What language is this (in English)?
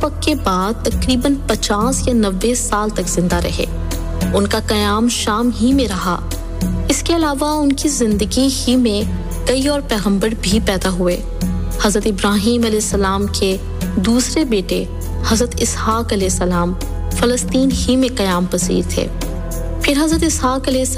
Urdu